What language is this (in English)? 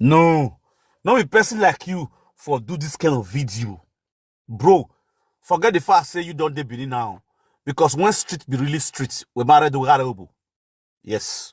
Nigerian Pidgin